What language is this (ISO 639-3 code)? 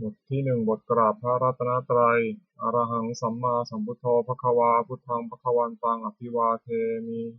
pli